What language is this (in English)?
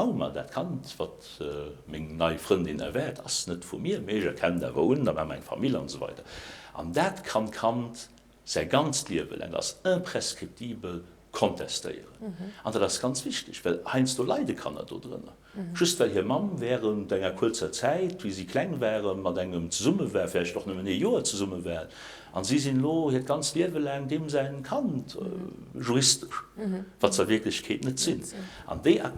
Luxembourgish